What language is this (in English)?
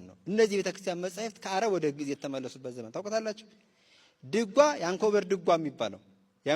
Amharic